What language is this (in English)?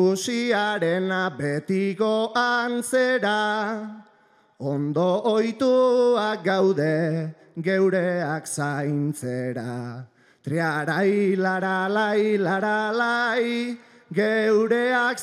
Basque